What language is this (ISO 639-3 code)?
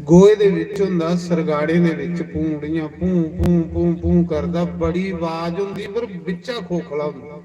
doi